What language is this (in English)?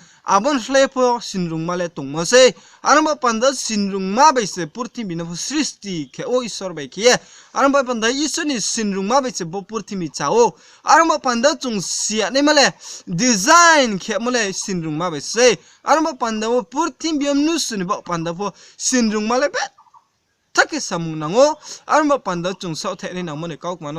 Riang (India)